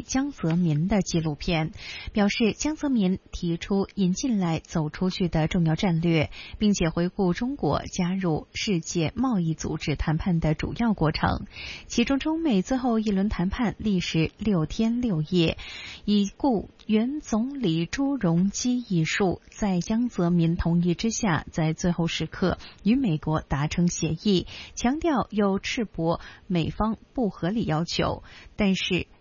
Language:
Chinese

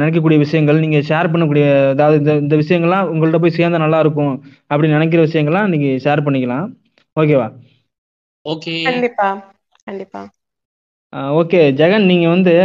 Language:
Tamil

